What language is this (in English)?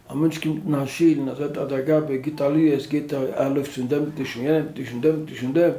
Yiddish